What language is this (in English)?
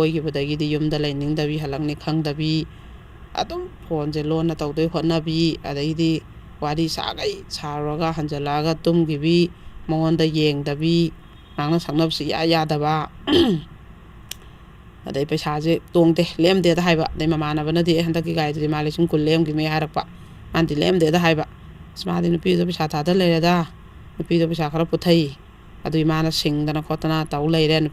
Manipuri